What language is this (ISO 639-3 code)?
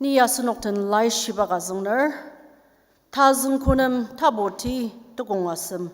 njo